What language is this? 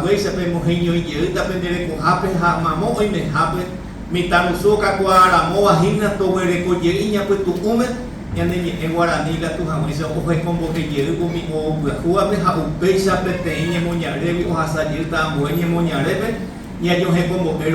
Guarani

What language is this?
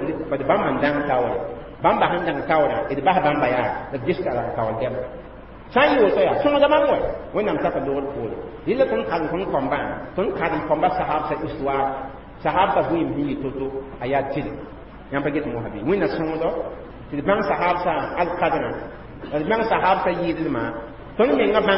Mossi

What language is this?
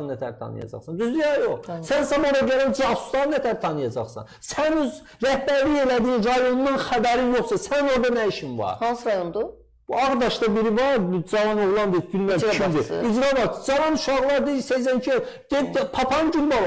Azerbaijani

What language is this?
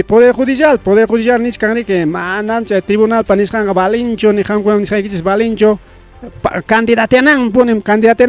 Ayacucho Quechua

